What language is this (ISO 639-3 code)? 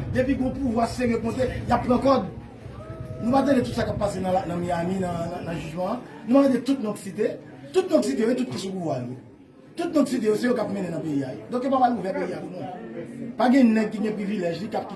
hat